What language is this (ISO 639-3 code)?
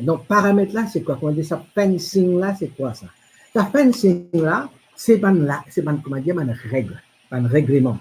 mfe